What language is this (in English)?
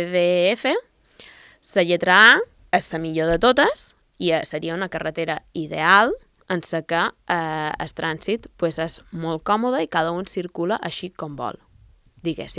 Catalan